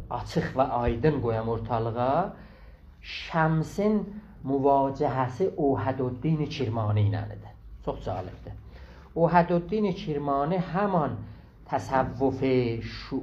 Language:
South Azerbaijani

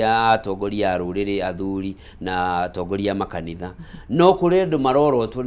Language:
Kikuyu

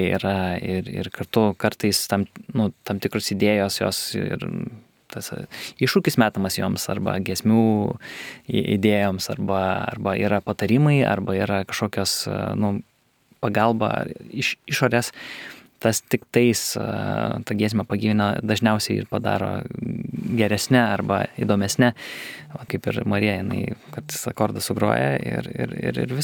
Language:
Lithuanian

